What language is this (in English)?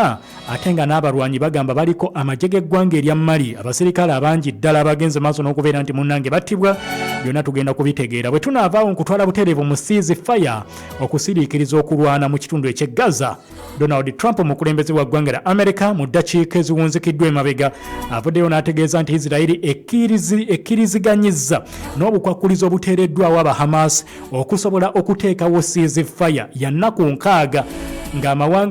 Ganda